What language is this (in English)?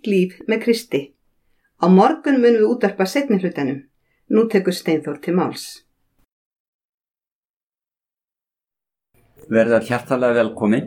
Icelandic